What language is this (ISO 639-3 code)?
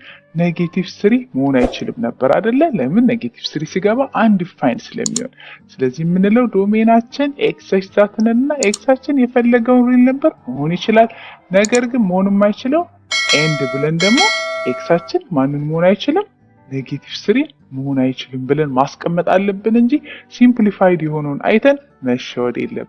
amh